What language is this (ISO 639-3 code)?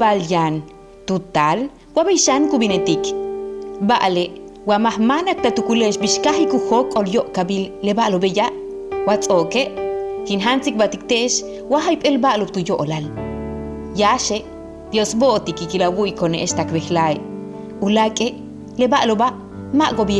yua